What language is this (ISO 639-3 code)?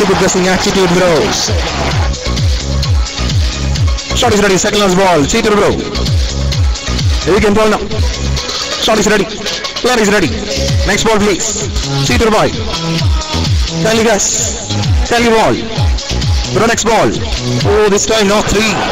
eng